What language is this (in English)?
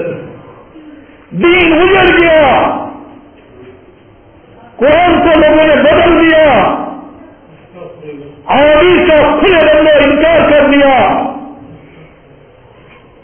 Urdu